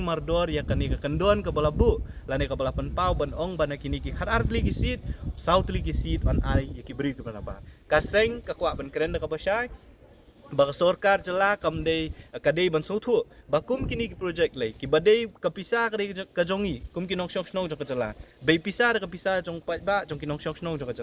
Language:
Khasi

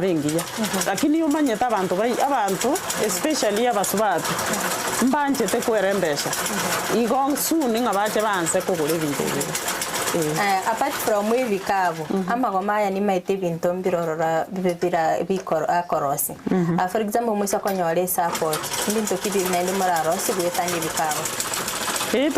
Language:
Gusii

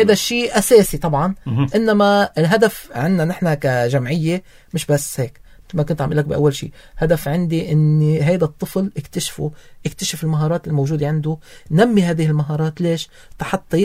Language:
North Levantine Arabic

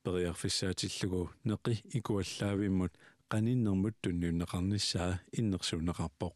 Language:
Kalaallisut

